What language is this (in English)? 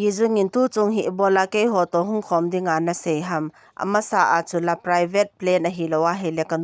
Thado Chin